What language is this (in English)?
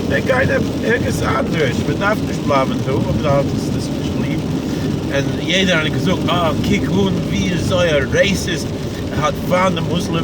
Yiddish